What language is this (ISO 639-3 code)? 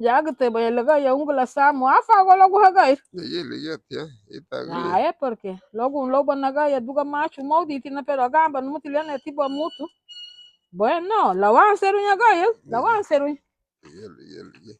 cab